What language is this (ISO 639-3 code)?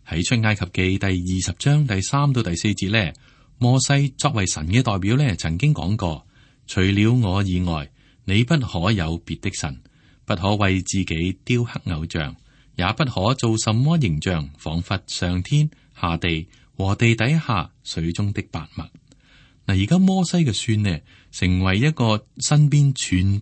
yue